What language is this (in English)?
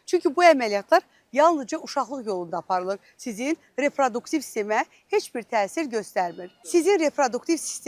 Azerbaijani